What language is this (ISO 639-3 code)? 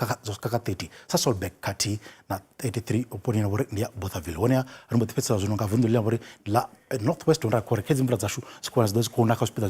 ven